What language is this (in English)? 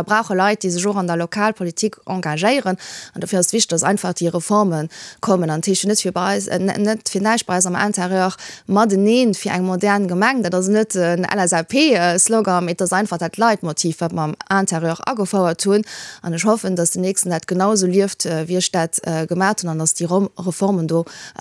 Luxembourgish